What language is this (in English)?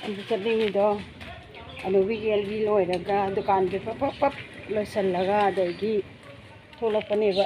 Manipuri